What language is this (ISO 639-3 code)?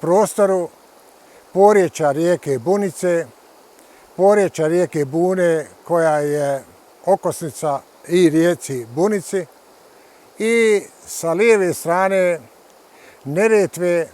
bos